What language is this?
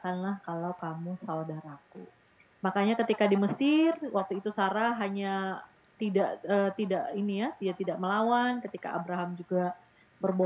Indonesian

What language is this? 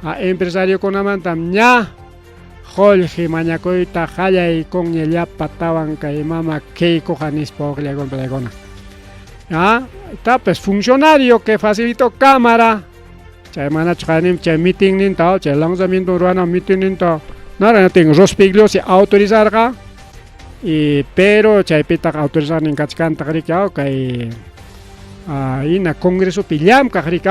Ayacucho Quechua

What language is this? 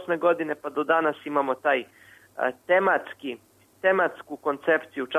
Serbian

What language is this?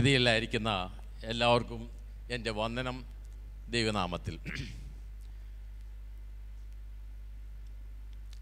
Malayalam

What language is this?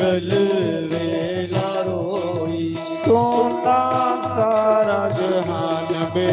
Dogri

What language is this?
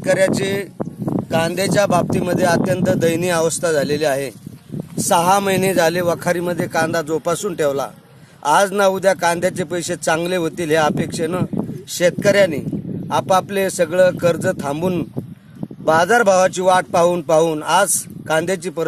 Marathi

